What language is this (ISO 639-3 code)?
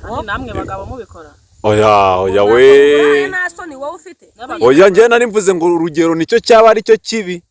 kin